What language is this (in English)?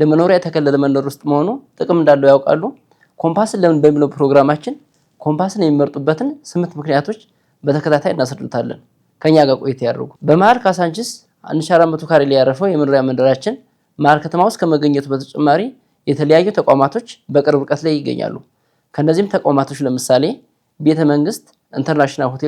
Amharic